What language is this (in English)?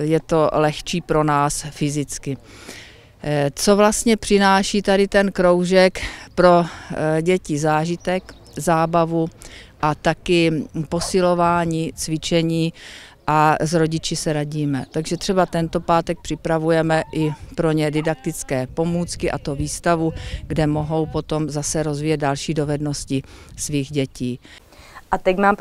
Czech